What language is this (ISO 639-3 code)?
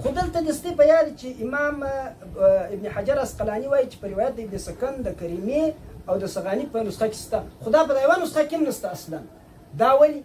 pus